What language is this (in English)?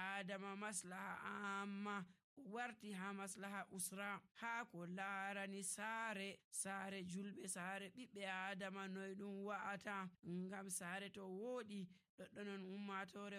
Nigerian Fulfulde